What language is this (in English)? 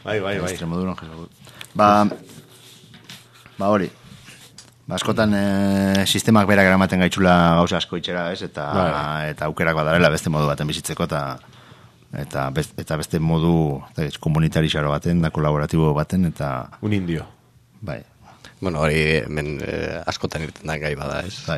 Basque